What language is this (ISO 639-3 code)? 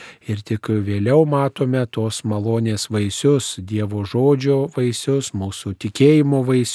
lit